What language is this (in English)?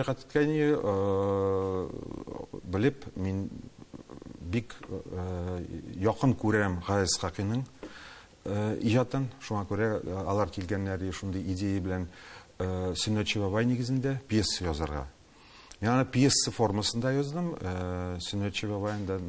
Tatar